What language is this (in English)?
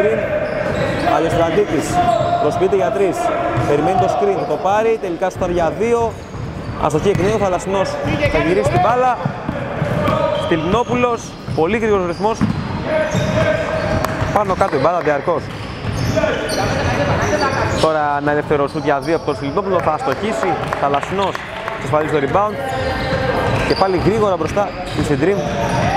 Greek